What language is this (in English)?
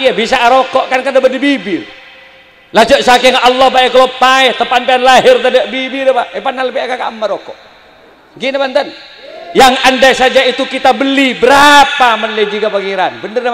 Madurese